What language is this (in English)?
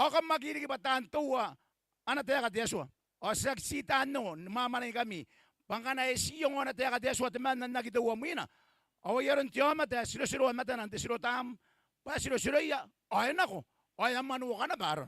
Gilbertese